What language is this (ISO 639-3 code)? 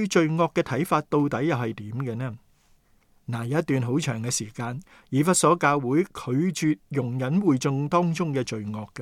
yue